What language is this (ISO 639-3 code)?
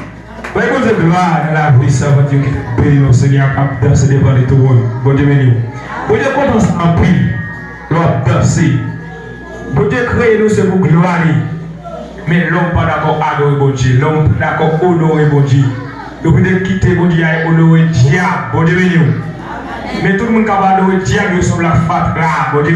hat